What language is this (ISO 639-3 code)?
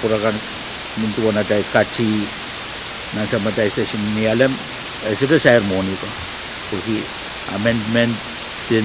pon